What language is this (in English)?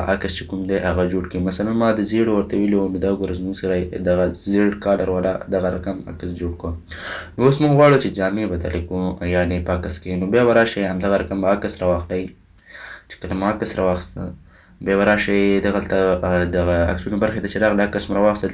Pashto